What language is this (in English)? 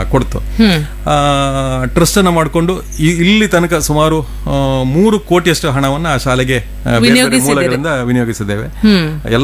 Kannada